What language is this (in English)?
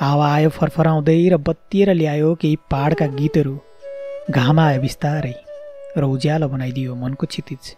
Nepali